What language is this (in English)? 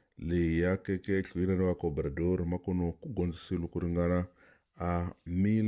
Tsonga